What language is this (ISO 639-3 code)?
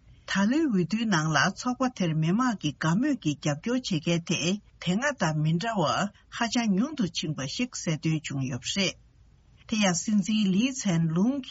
bod